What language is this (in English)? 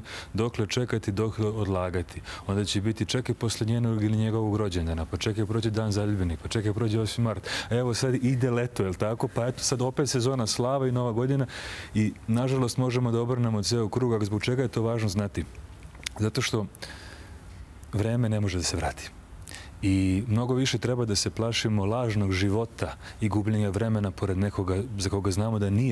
Serbian